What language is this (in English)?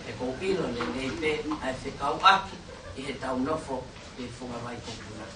Tongan